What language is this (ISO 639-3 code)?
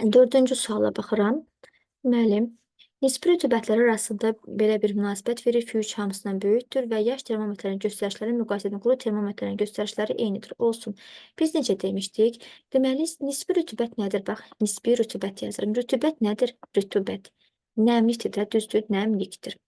aze